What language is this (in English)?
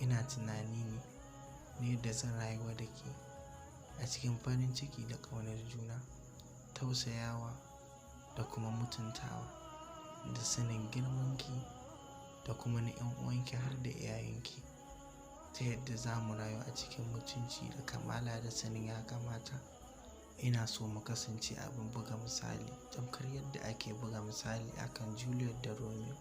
Hausa